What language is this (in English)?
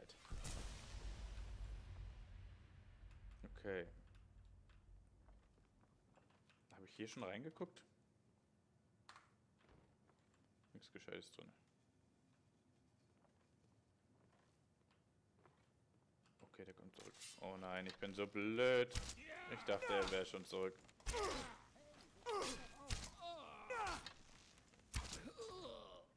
German